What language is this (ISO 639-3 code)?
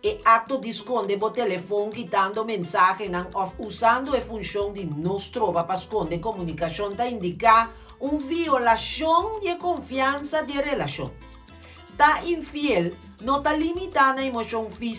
pap